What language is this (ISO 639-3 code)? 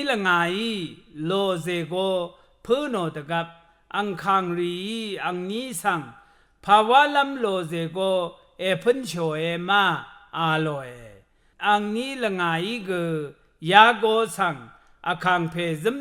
raw